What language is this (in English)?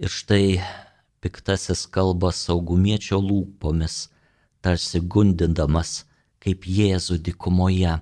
Lithuanian